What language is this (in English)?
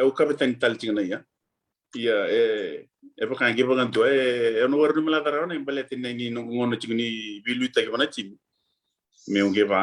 Fijian